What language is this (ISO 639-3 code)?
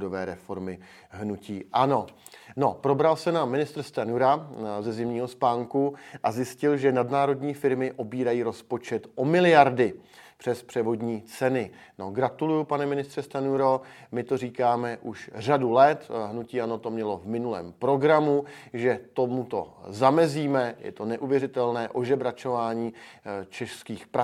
ces